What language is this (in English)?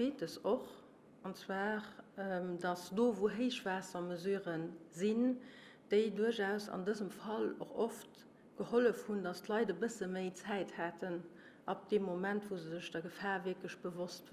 Luxembourgish